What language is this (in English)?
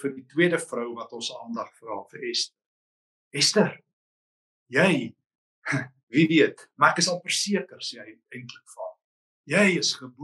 Afrikaans